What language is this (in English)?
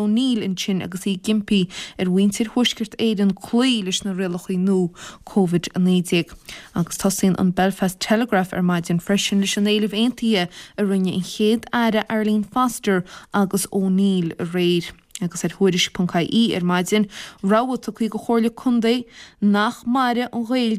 Irish